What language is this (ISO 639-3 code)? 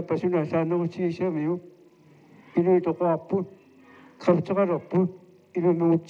kal